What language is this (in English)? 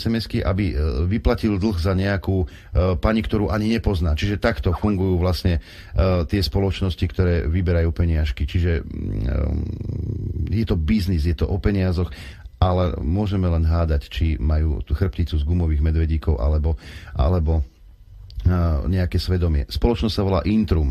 Slovak